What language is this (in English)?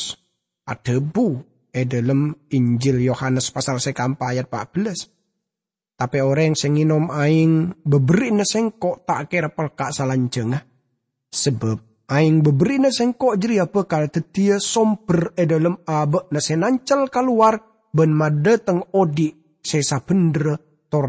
Madurese